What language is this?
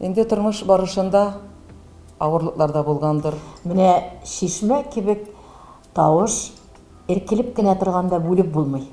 Tatar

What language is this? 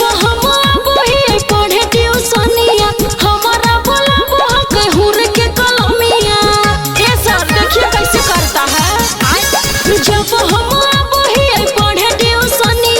Magahi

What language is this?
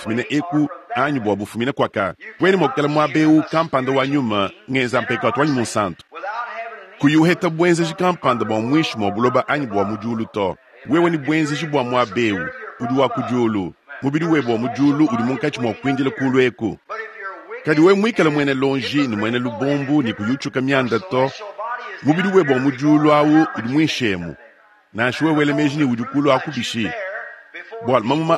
Luba-Lulua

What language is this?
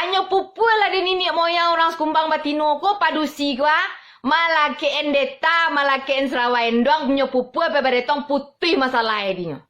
Minangkabau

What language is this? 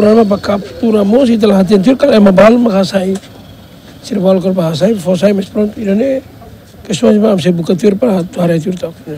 Tetum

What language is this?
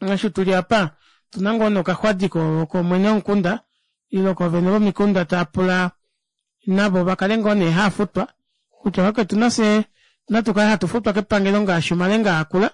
Kuanyama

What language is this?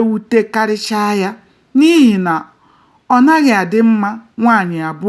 Igbo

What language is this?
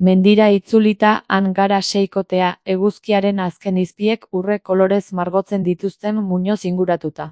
Basque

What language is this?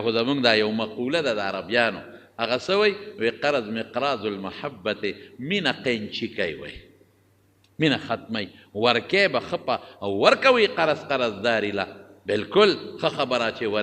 Pashto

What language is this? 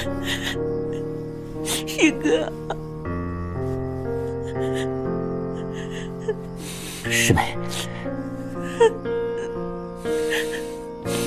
Chinese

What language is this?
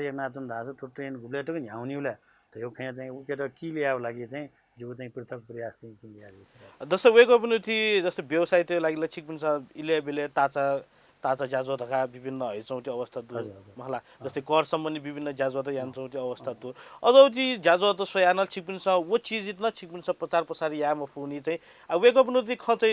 Newari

